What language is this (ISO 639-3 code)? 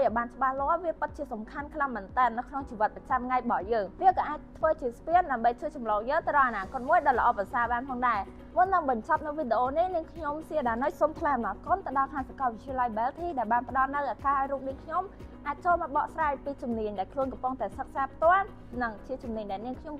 khm